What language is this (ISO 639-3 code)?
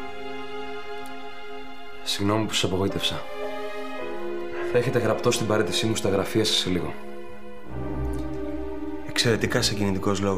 ell